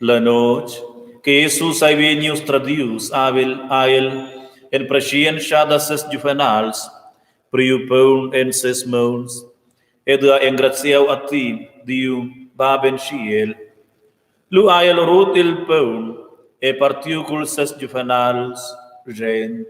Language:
Romansh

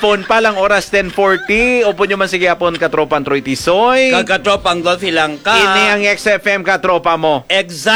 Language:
Hiligaynon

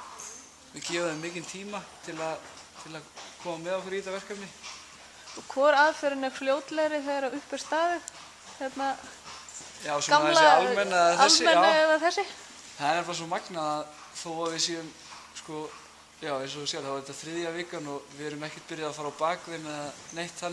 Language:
Icelandic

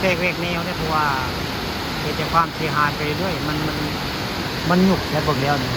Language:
Northeastern Thai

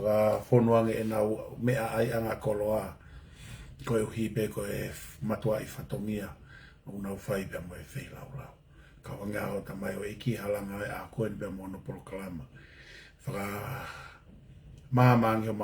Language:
Tongan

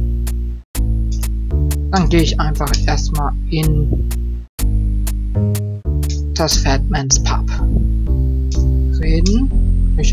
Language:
German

